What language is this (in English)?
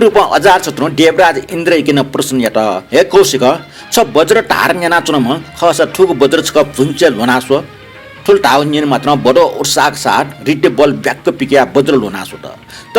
Newari